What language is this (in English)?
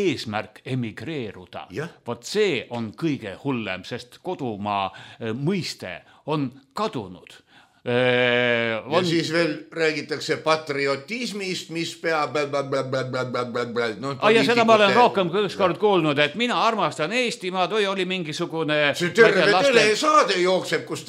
Estonian